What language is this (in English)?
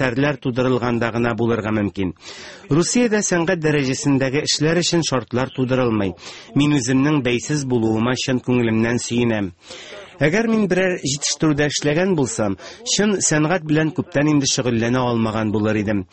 Tatar